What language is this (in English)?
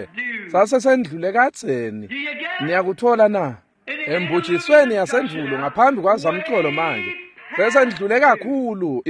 Swati